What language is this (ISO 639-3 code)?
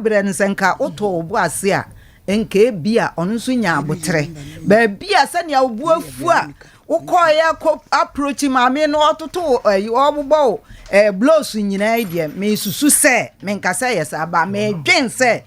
aka